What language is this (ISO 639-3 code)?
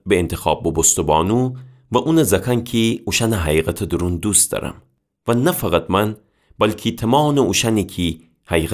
glk